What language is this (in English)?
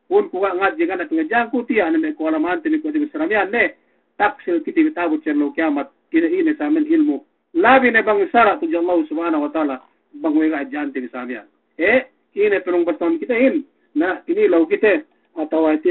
Yakan